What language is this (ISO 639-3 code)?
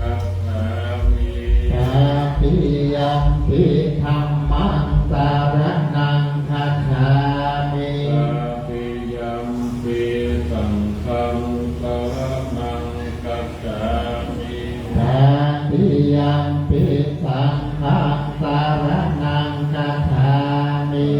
pli